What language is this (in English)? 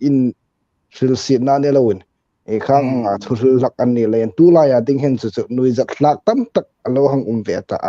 Hmar